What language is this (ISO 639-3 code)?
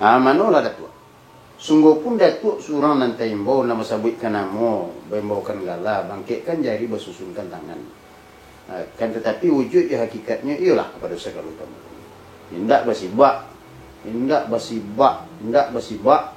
min